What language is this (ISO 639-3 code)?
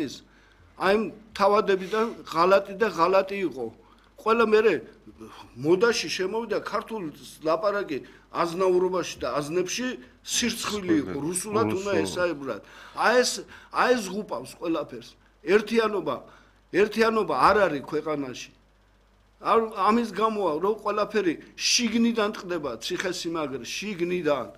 kat